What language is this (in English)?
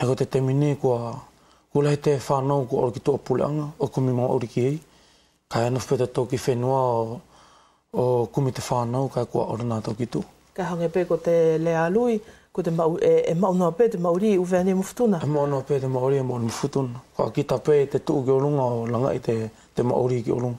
Wallisian